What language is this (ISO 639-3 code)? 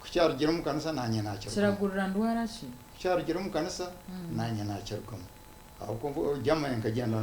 nyn